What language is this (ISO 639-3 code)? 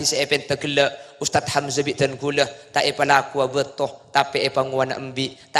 mad